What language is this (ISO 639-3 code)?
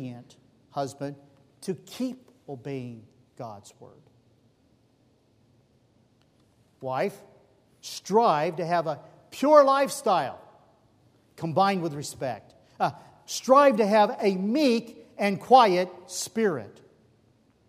eng